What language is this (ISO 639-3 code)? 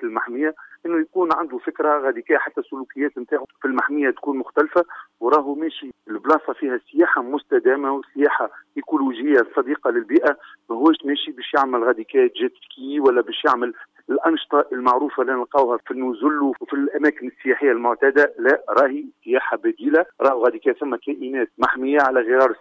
aeb